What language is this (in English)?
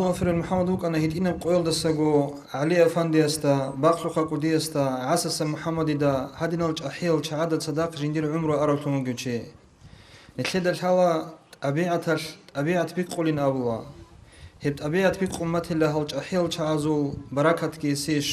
Avaric